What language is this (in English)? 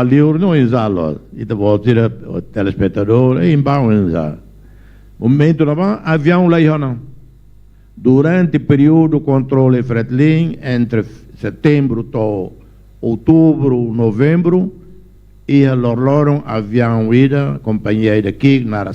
Tetum